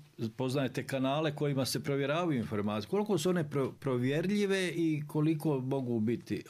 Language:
Bosnian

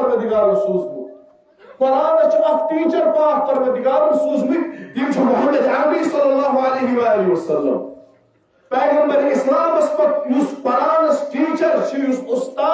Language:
Kashmiri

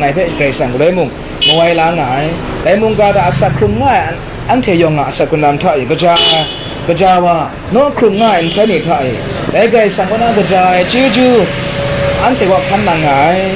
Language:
Kachin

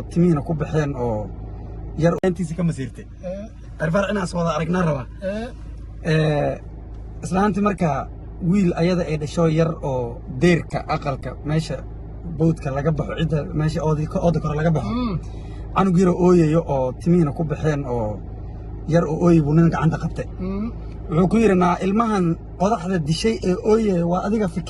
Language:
Somali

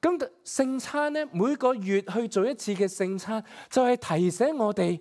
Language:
Cantonese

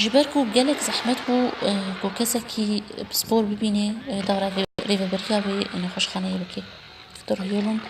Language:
Kurdish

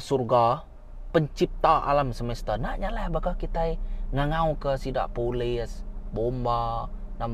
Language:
Iban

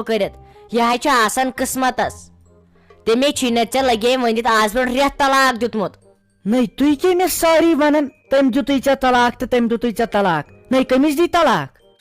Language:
Kashmiri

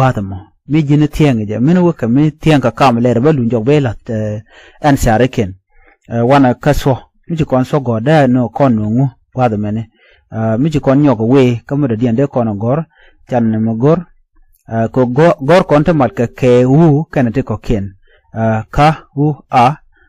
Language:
Nuer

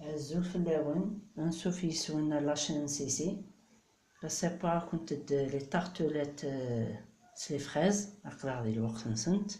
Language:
Kabyle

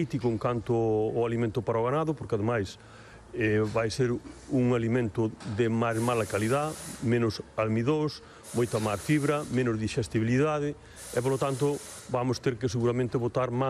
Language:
Galician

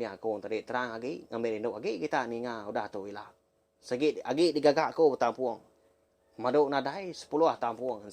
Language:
Iban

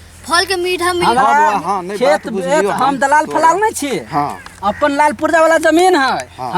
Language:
Maithili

